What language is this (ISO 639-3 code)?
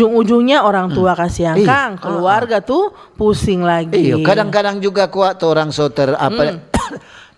xmm